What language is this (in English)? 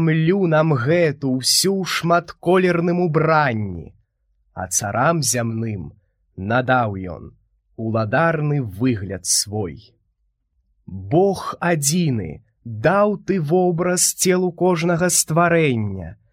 Belarusian